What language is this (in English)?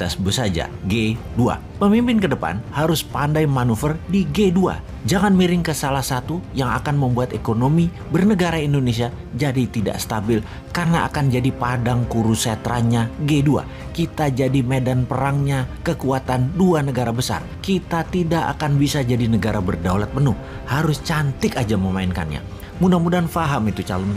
Indonesian